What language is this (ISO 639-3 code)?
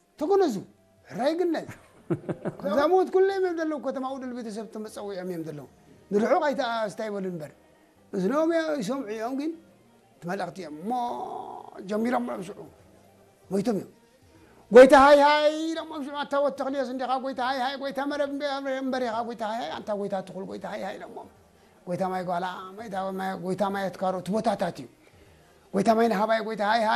tir